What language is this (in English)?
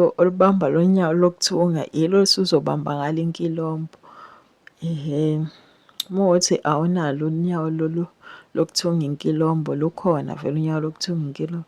Zulu